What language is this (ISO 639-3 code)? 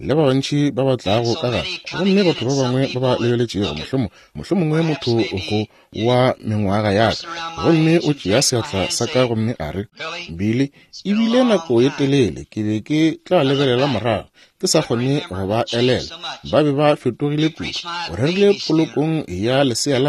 nso